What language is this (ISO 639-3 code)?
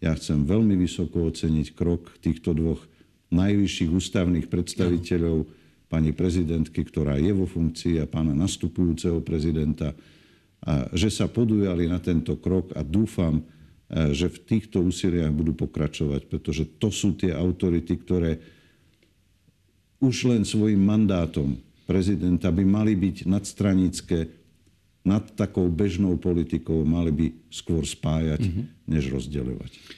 slk